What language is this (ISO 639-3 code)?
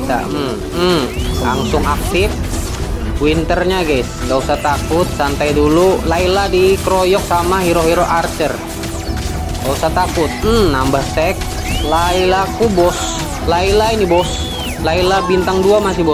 ind